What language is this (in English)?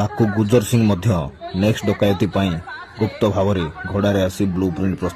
Odia